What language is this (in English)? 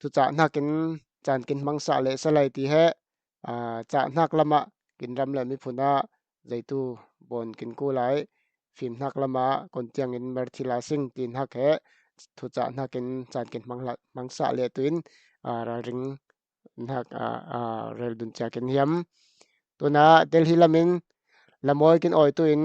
Falam Chin